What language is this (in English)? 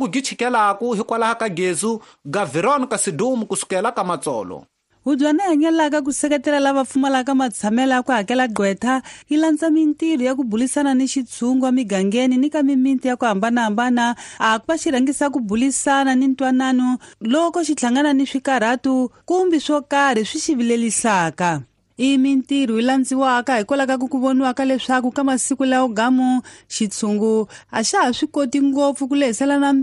Tsonga